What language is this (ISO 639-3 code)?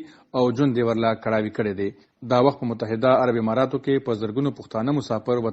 pus